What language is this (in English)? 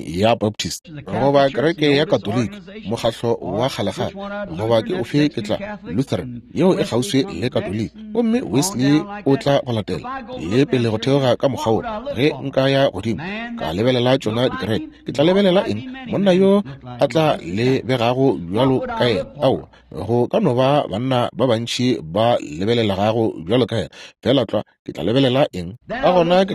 Northern Sotho